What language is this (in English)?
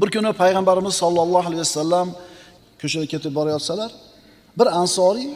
Uzbek